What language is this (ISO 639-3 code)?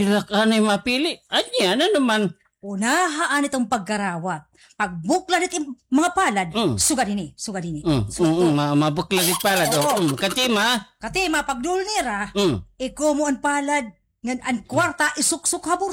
war